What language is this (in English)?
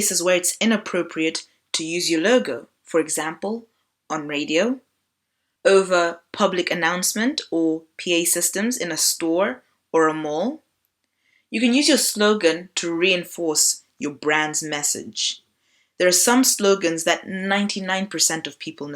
English